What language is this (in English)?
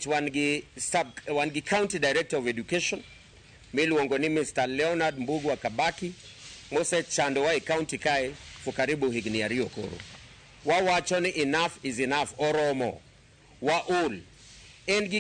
Luo (Kenya and Tanzania)